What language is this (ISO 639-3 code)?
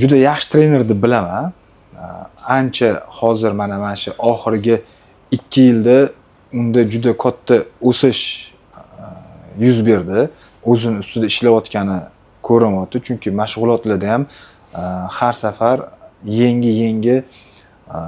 uzb